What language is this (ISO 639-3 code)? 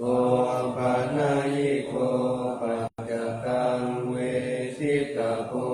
pli